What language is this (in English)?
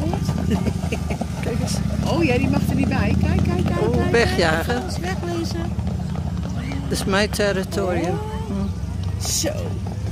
Dutch